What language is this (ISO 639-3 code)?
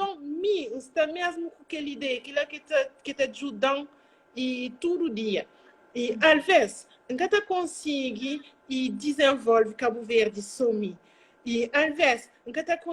kea